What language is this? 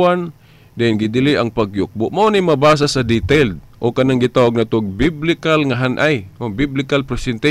Cebuano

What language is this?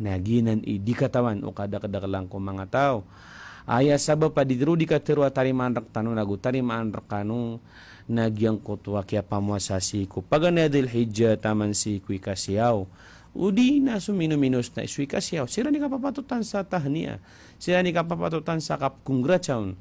Maranao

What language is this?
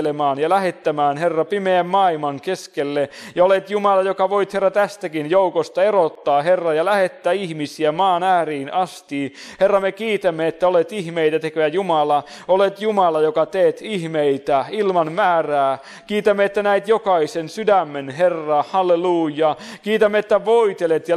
Finnish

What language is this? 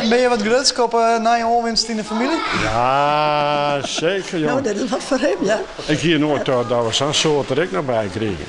Western Frisian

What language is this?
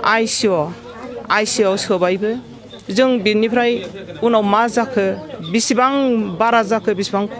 Bodo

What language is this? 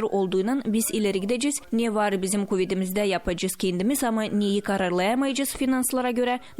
Gagauz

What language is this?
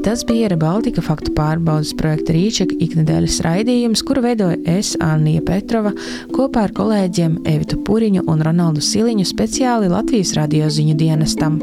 Latvian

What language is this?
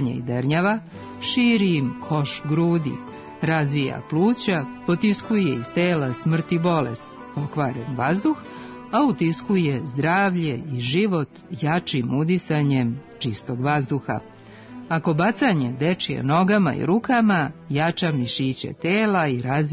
Serbian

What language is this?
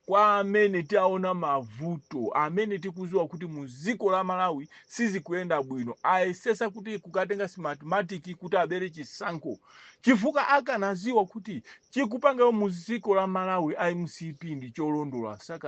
Nyanja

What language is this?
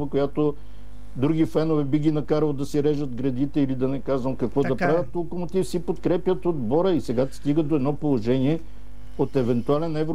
Bulgarian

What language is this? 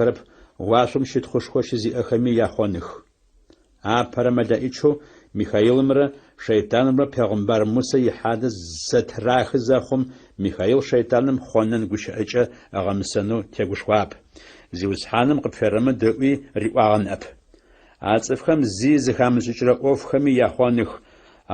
Adyghe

